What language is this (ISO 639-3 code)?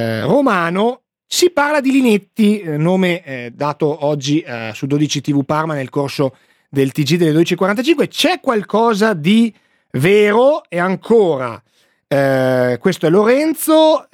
ita